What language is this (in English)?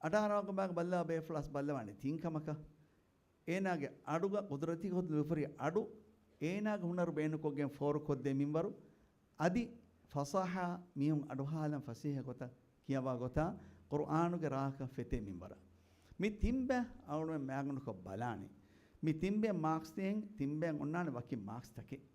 Divehi